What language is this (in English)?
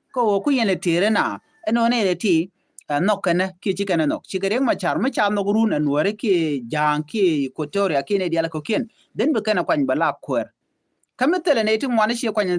Nuer